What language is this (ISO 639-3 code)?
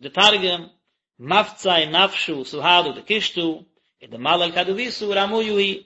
yid